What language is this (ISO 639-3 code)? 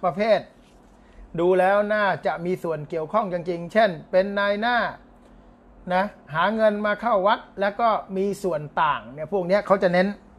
tha